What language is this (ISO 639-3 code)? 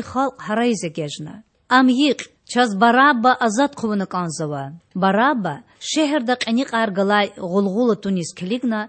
lez